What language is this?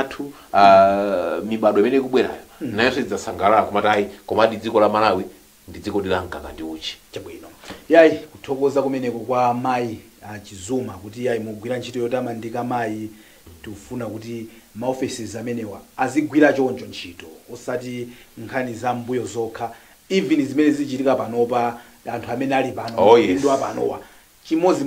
Nyanja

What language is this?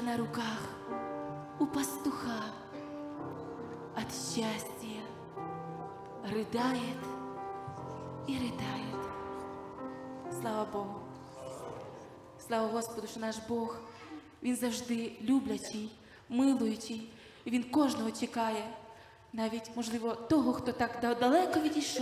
Ukrainian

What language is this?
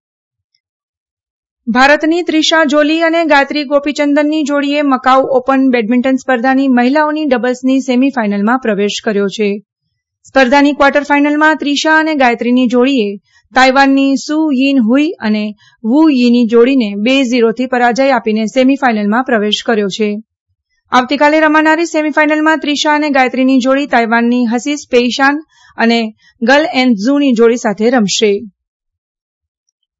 Gujarati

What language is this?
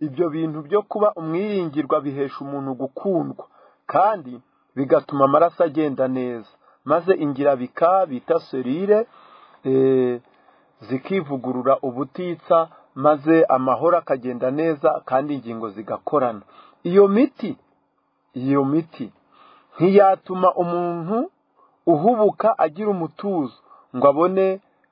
Kinyarwanda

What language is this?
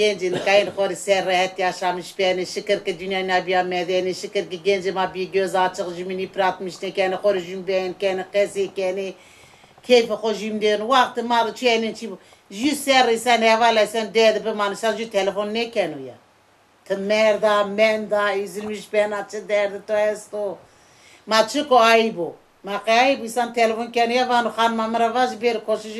Zaza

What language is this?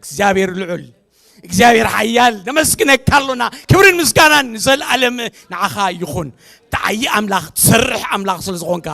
Tigrinya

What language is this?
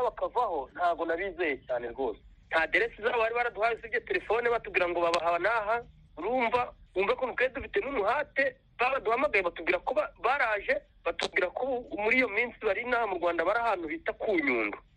Kinyarwanda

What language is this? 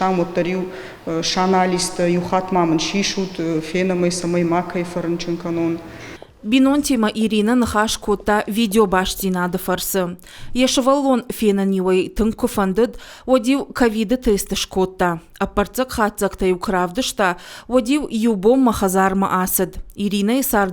Ossetic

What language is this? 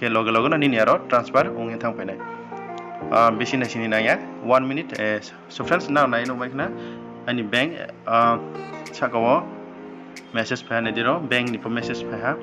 Riang (India)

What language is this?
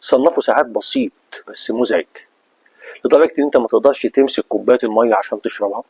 Egyptian Arabic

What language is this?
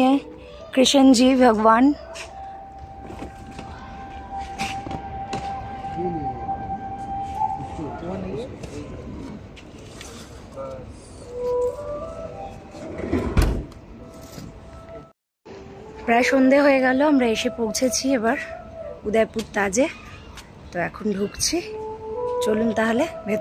Bangla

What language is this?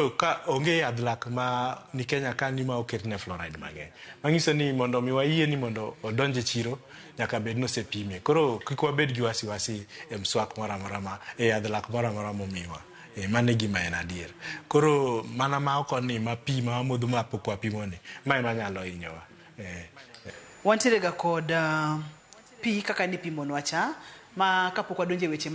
Luo (Kenya and Tanzania)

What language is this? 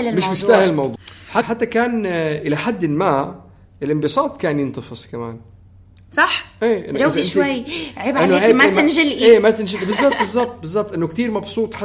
North Levantine Arabic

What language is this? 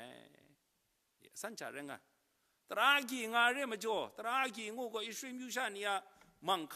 Kachin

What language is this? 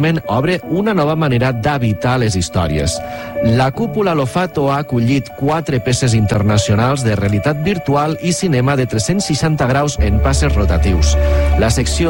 Catalan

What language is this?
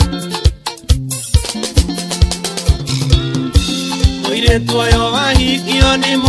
Kikuyu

